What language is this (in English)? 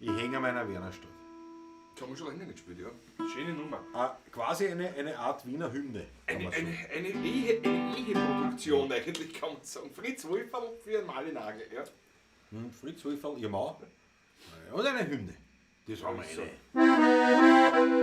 Bavarian